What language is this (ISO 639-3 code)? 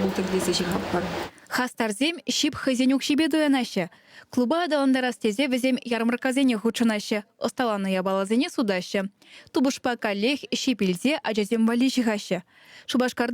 chv